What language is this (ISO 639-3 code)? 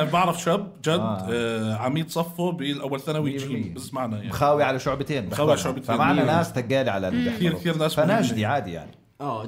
apc